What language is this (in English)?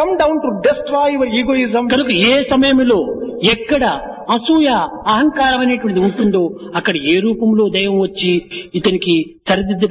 Telugu